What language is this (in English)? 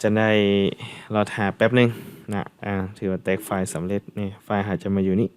Lao